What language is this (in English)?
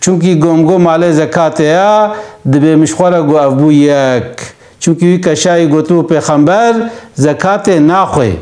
Kurdish